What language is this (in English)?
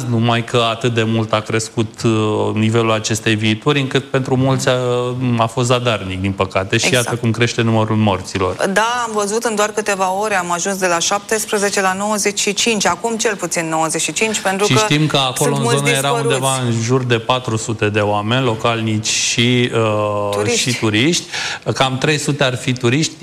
Romanian